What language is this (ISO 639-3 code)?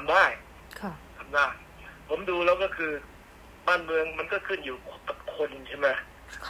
tha